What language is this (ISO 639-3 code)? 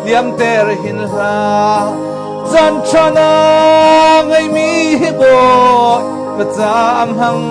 cnh